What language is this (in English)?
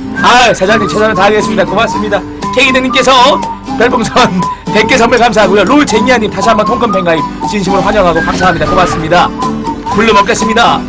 Korean